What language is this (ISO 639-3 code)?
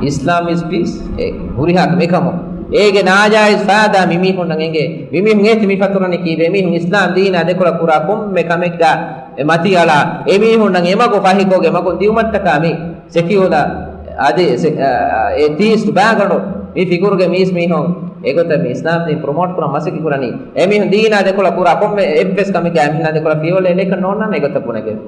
div